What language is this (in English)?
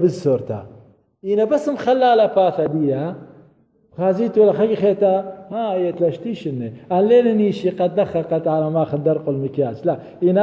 Assyrian Neo-Aramaic